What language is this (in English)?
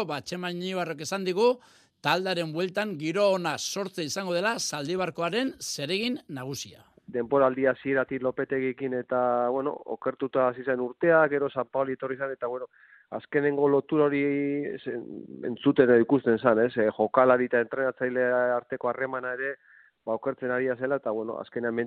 Basque